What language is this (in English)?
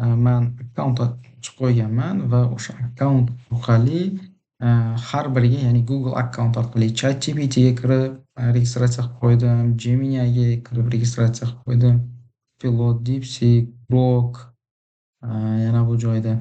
Uzbek